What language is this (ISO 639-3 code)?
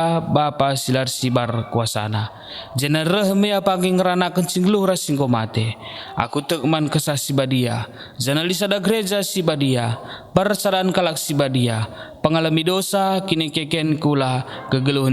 btx